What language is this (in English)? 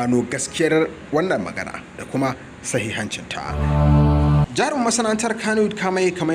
Hausa